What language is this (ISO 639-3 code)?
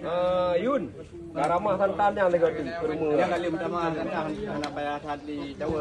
ace